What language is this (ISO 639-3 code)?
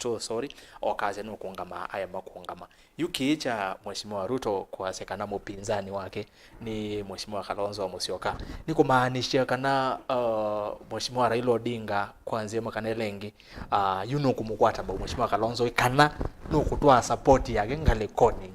kam